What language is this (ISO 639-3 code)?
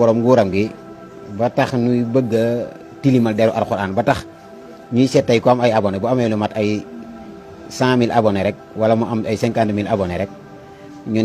wol